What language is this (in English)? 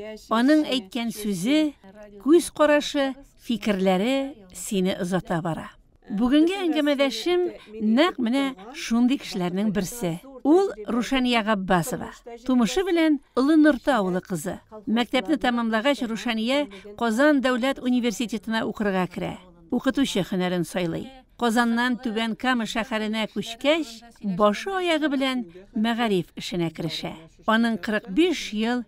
Tatar